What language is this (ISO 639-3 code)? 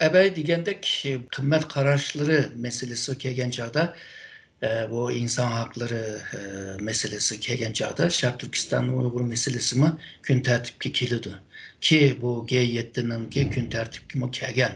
uig